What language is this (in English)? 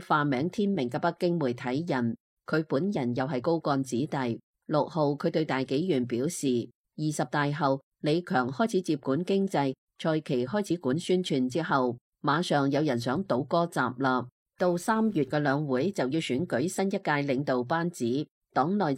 Cantonese